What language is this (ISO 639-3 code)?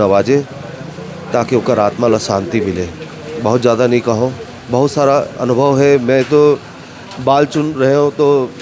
hne